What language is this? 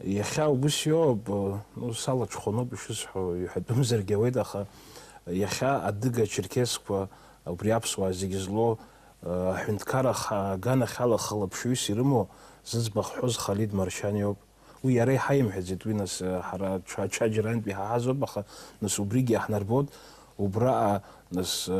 Abkhazian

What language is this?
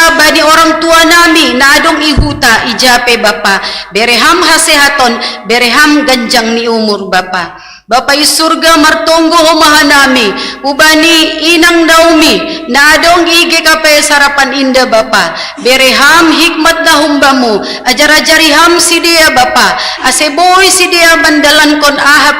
Batak Simalungun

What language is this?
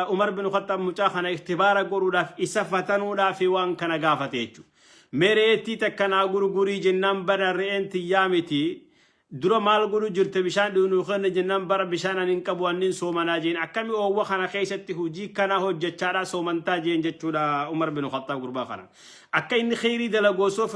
Oromo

